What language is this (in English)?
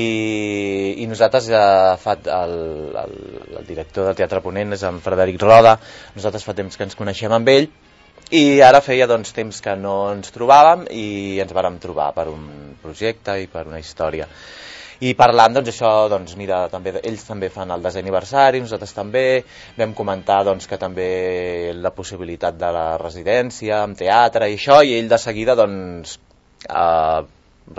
Catalan